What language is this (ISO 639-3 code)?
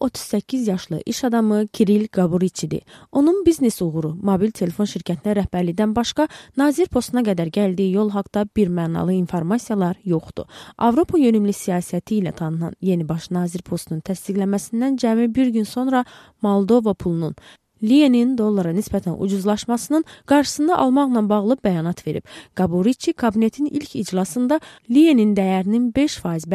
aze